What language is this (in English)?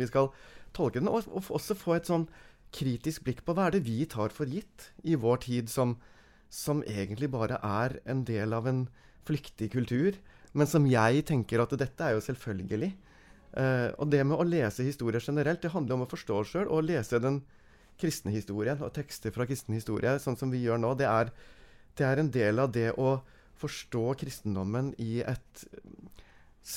Norwegian